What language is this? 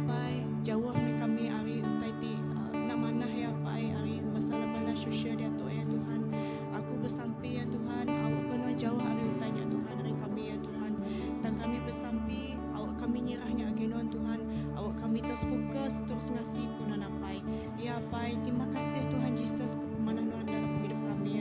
Iban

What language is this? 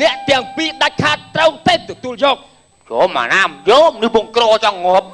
Khmer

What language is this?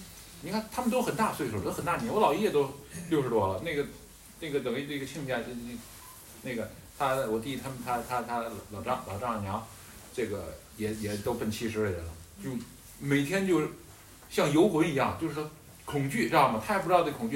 Chinese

